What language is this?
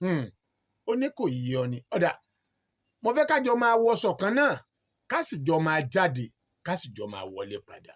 Yoruba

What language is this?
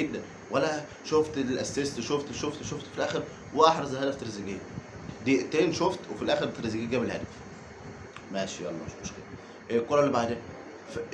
Egyptian Arabic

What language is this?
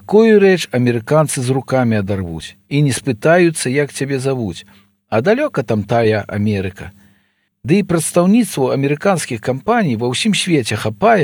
Belarusian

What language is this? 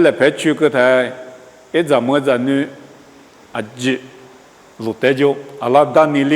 Lisu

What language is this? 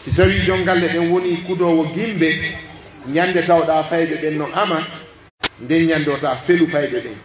Pular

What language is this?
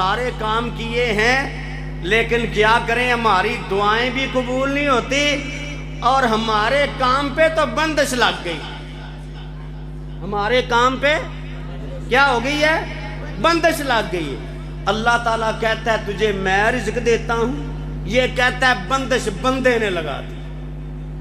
Urdu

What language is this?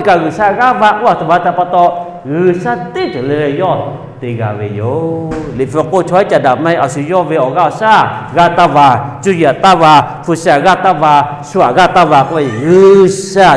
Lahu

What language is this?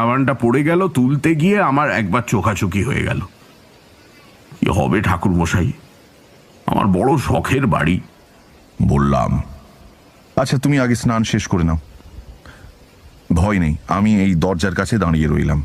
Bangla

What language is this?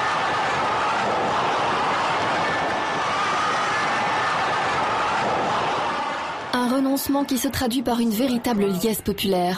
French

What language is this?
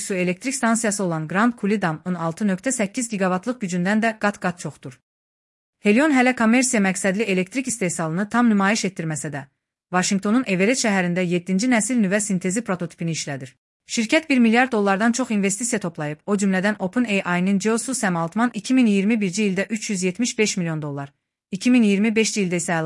Azerbaijani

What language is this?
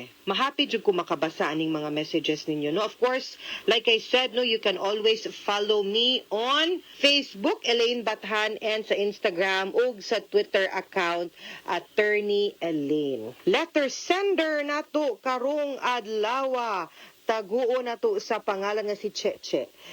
Cebuano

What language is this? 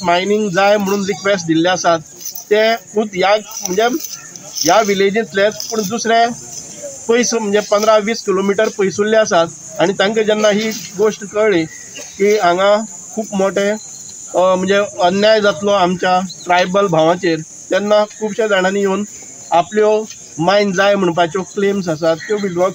Konkani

